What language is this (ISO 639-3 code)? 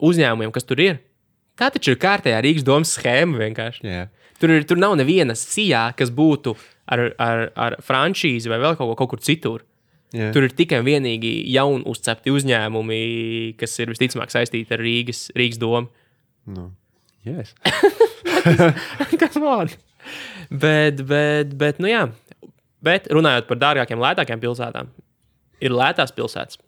lav